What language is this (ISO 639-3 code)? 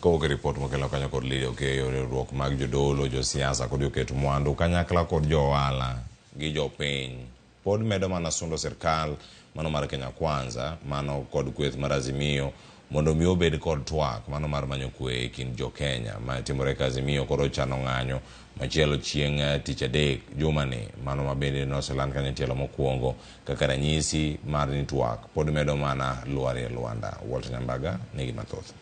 luo